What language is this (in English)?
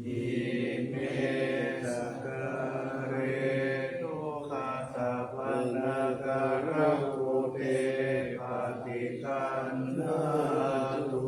Pali